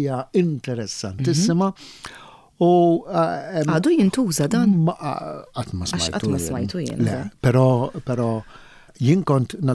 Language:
Maltese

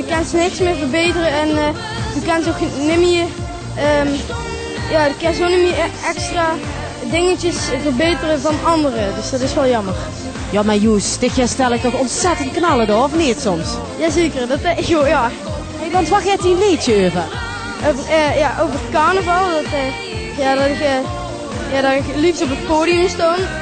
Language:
Limburgish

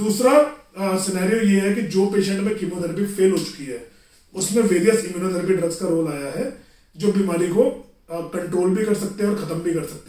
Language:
Hindi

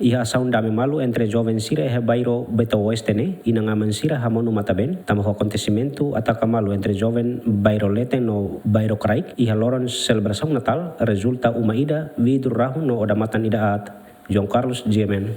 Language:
Tetum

